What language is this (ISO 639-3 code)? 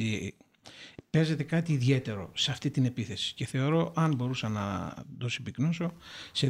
ell